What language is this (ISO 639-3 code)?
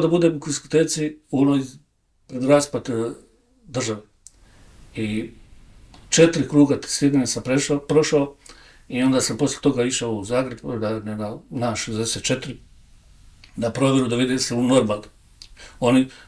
bos